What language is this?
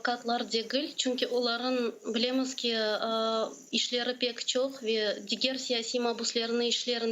Crimean Tatar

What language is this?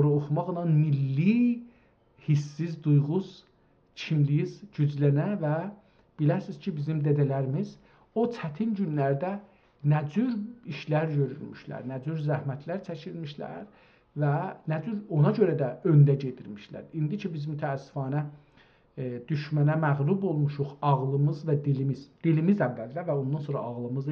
South Azerbaijani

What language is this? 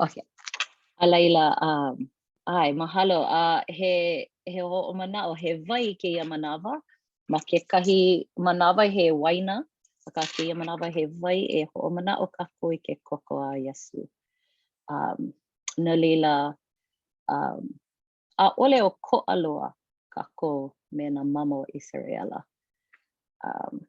Hawaiian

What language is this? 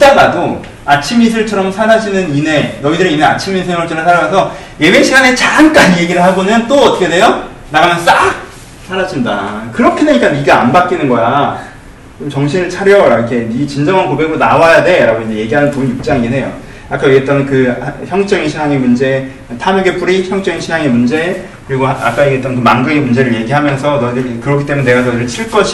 Korean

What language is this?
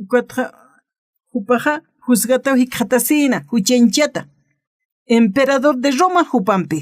Aymara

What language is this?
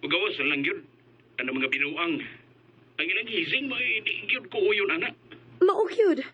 Cebuano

